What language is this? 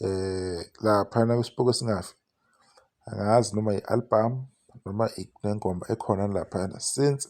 Zulu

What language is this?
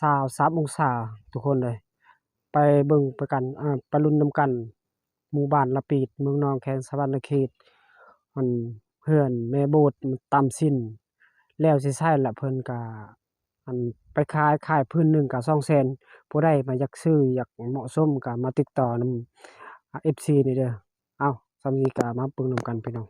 Lao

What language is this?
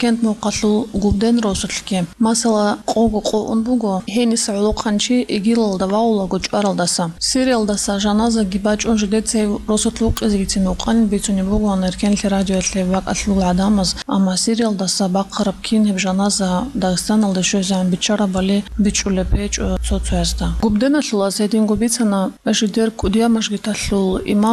Avaric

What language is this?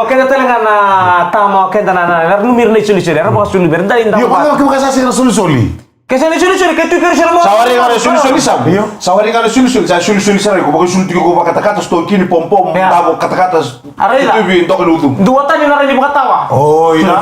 Fijian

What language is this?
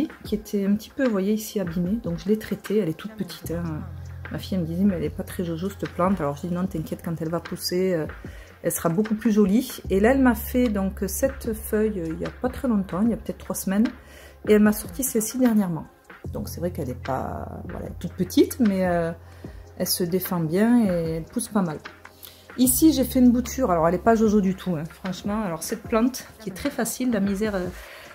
French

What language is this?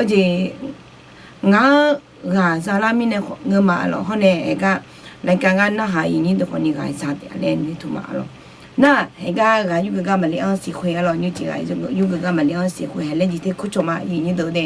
Akha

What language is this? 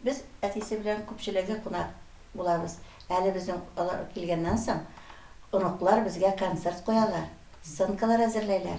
Tatar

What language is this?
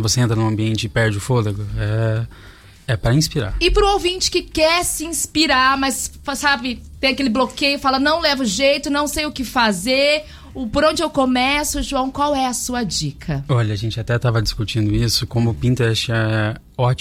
Portuguese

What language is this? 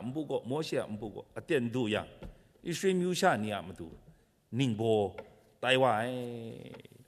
Kachin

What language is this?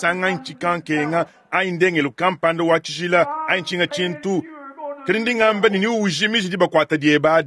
Luba-Lulua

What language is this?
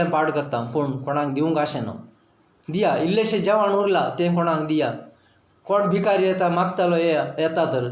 Konkani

